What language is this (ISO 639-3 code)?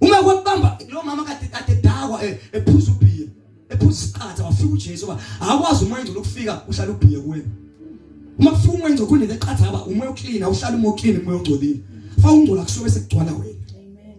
zul